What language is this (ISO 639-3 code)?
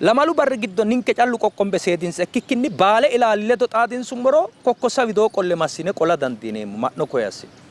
sid